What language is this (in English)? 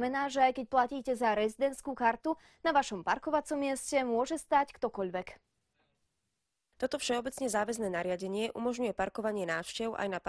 Slovak